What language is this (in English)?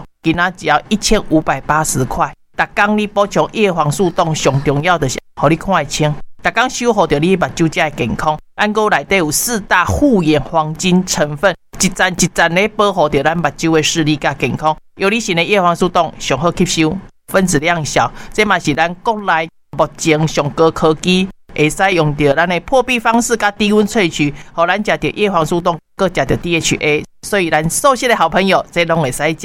Min Nan Chinese